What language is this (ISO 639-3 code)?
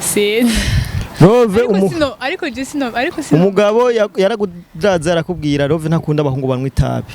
run